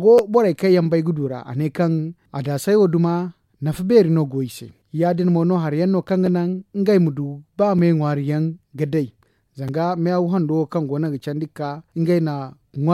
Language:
Zarma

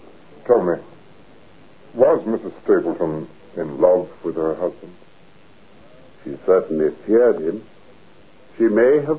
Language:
English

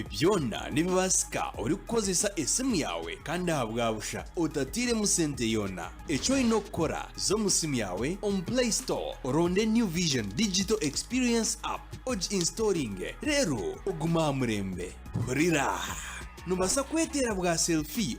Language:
Nyankole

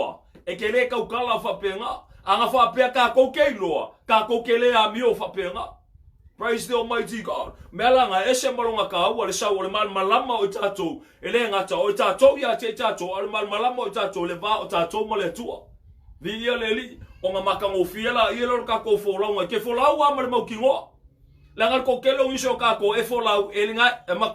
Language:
Samoan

